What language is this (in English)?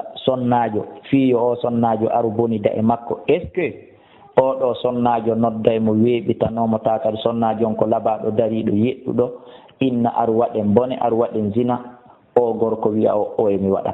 Fula